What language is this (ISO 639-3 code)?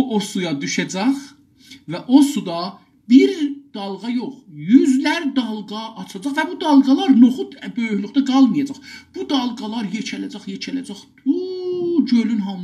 azb